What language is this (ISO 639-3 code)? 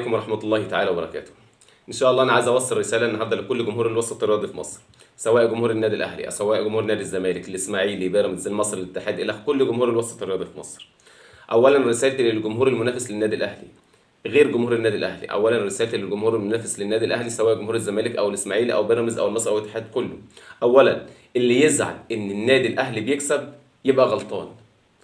arz